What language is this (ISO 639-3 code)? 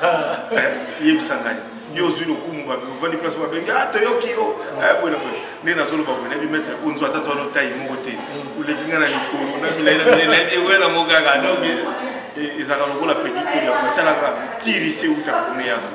lin